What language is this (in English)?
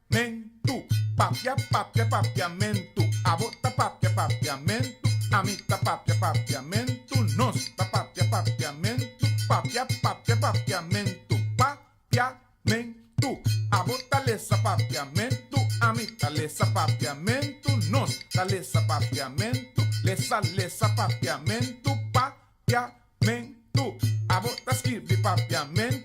Papiamento